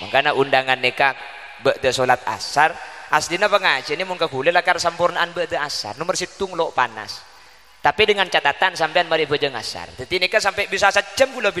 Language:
Madurese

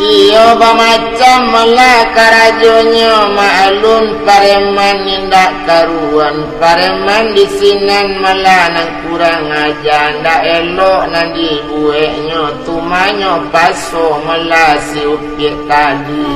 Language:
Minangkabau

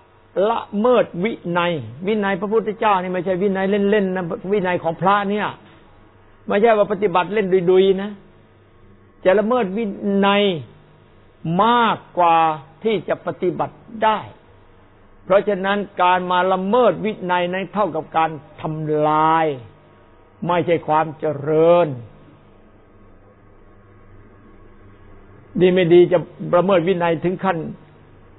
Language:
Thai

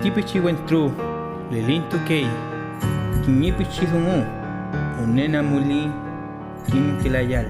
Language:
Mapuche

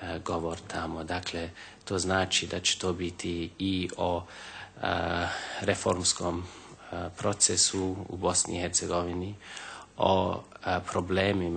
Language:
Bosnian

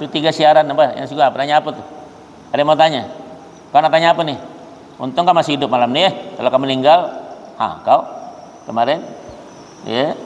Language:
Banjar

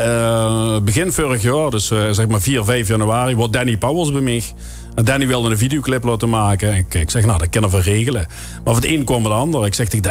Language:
Limburgish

